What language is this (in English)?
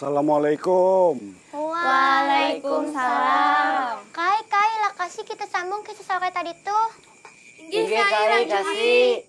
Banjar